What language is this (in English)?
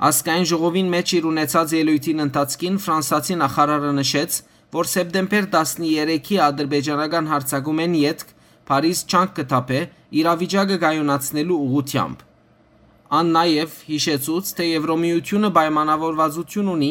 Western Armenian